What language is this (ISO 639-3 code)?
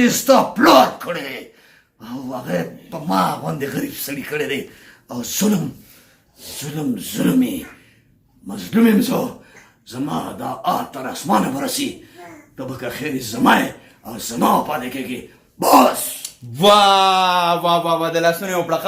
pus